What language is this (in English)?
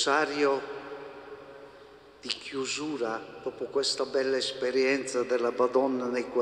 Italian